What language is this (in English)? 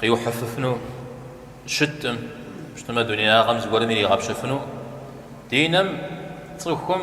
Kabardian